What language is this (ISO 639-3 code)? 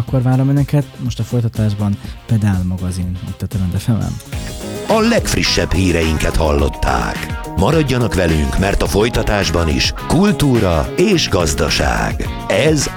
hun